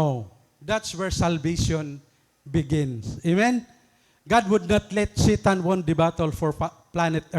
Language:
Waray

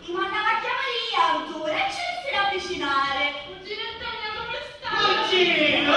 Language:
Sicilian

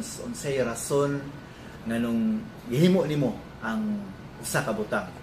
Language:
Cebuano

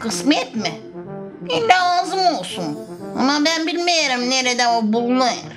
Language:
Gagauz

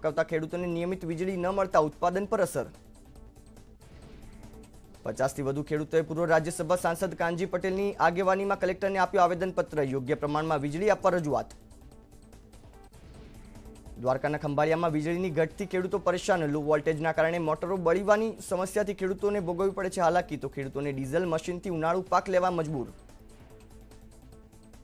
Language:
Gujarati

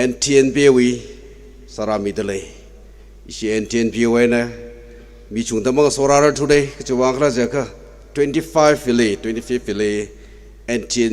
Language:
Tangkhul Naga (India)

